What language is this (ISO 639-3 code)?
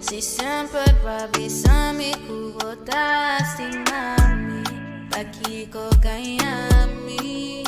pap